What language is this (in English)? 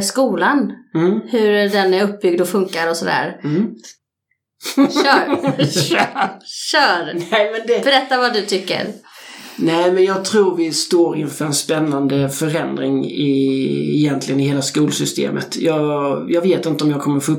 Swedish